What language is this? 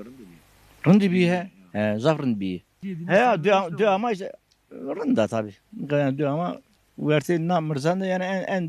Zaza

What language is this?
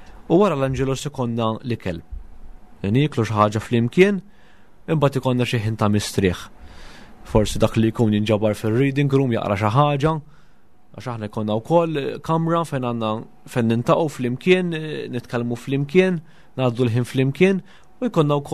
Maltese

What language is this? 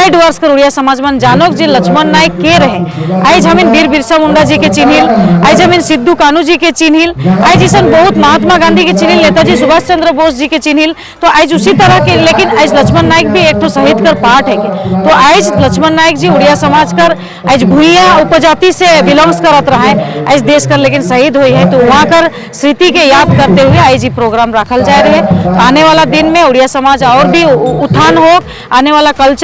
Sadri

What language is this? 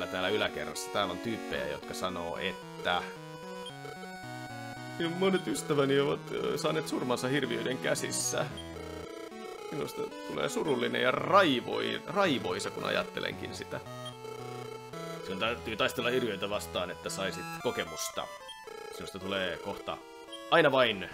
Finnish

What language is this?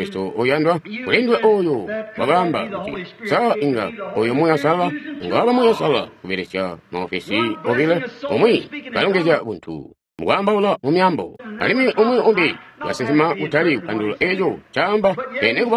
Tonga (Zambia)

